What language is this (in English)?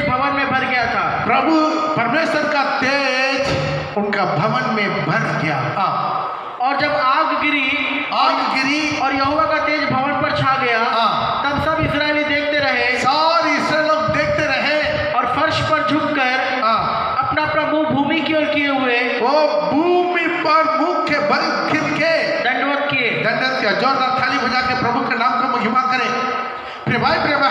Hindi